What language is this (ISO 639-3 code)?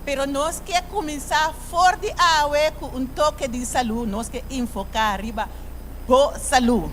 pap